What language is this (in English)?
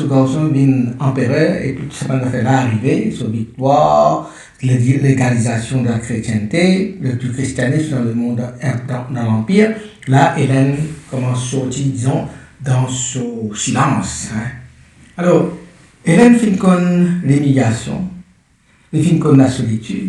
Morisyen